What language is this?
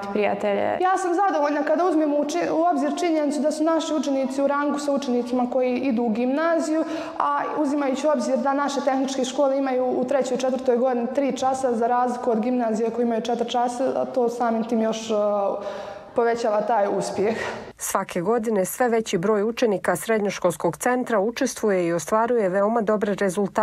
Bosnian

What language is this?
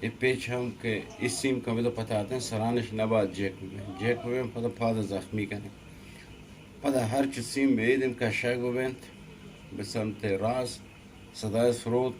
Eastern Balochi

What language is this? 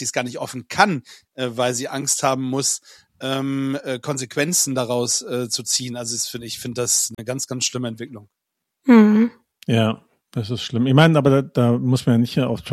German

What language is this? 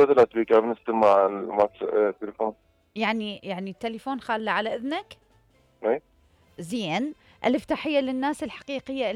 Mesopotamian Arabic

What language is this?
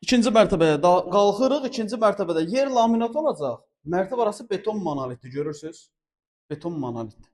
Azerbaijani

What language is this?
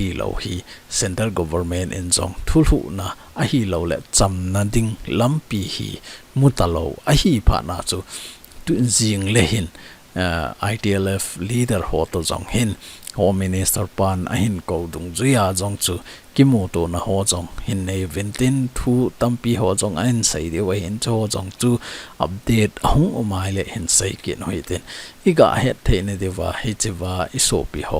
Thado Chin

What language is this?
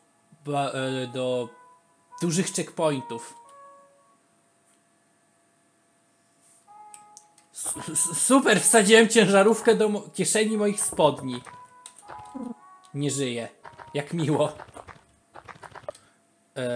Polish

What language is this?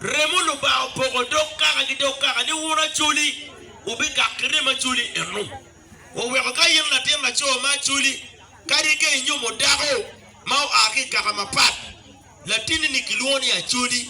Acoli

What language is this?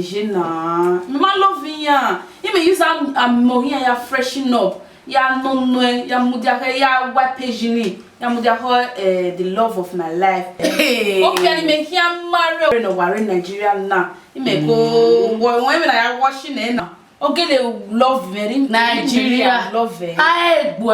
Bini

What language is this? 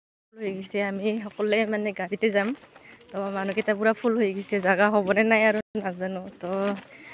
Assamese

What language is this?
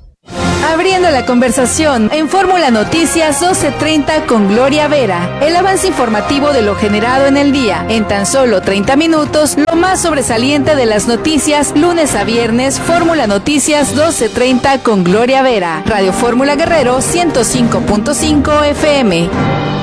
Spanish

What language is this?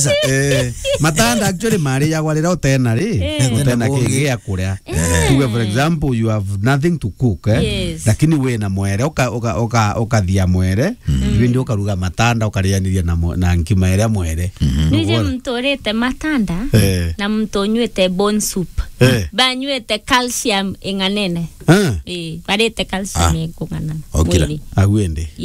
Meru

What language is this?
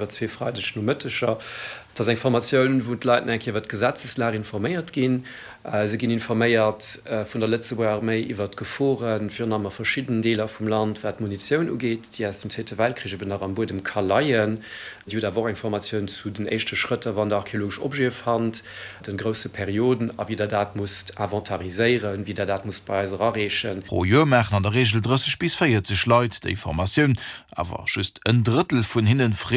Luxembourgish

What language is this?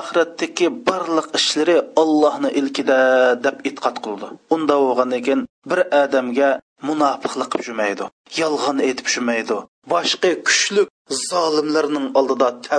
Uyghur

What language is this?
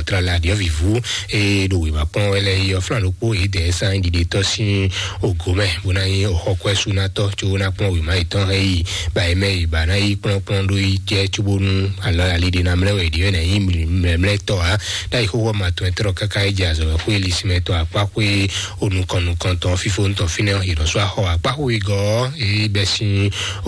Fon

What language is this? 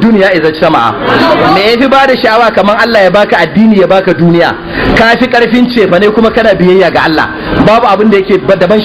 Hausa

